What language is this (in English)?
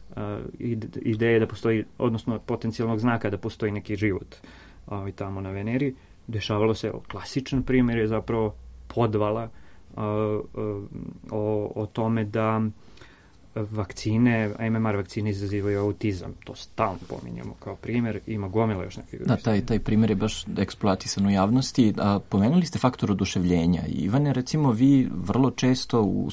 Serbian